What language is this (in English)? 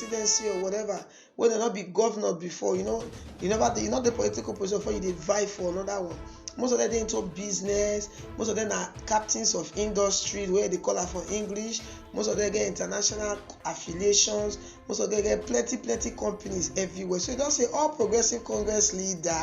Nigerian Pidgin